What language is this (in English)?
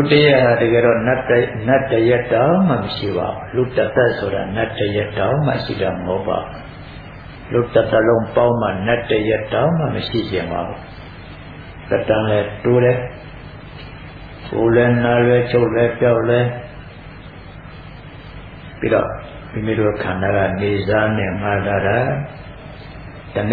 Burmese